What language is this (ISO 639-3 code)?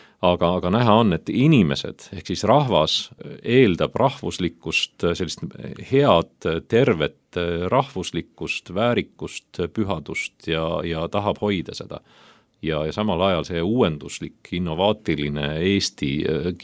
est